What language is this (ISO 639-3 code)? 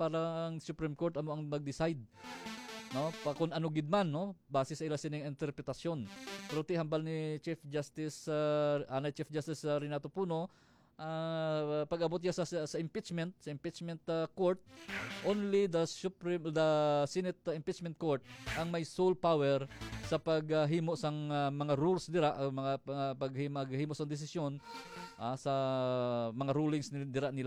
hil